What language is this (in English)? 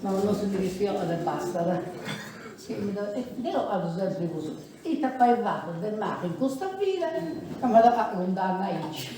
Sardinian